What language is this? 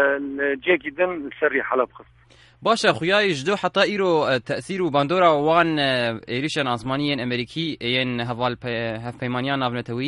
Kurdish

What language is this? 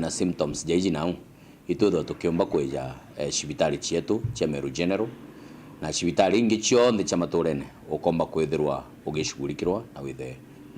Meru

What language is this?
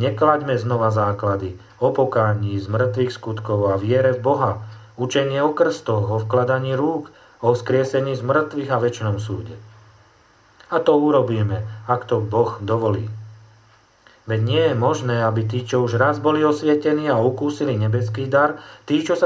Slovak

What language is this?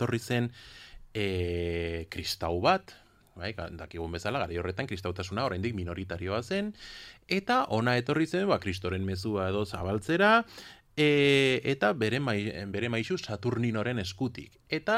Basque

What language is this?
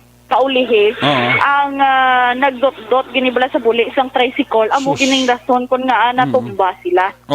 Hiligaynon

